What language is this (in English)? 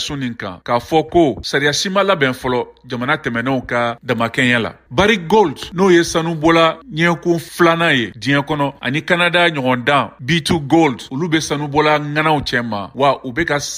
Bambara